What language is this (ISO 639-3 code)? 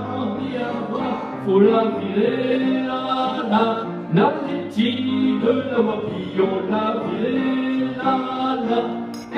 pcd